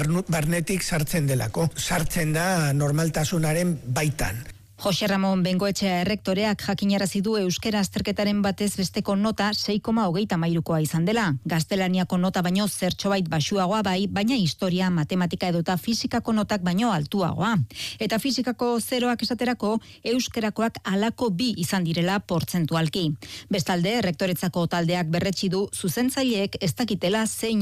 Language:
Basque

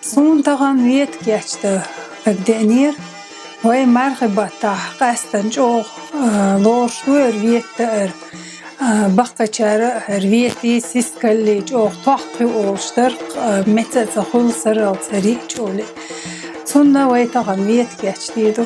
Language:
Chechen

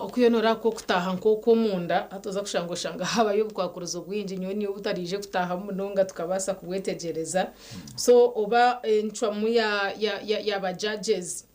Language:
Nyankole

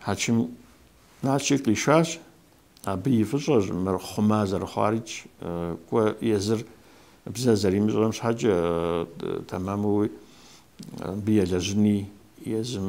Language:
Kabardian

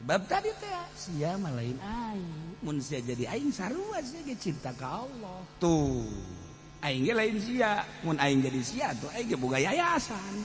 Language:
Sundanese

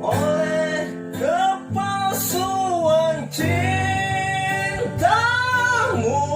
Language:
Banjar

